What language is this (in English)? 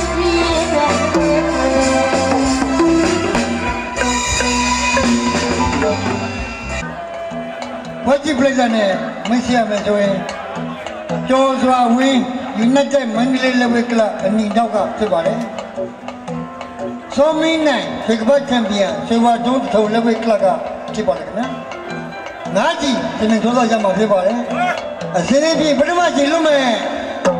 Burmese